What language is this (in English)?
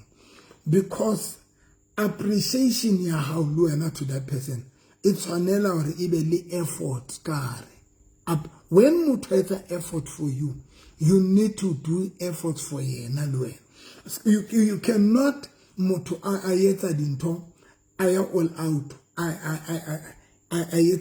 Southern Sotho